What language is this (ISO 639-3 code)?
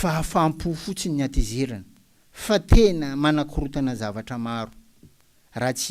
mlg